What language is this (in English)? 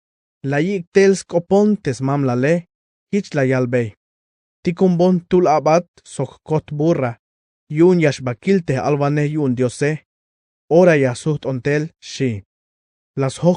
Tzeltal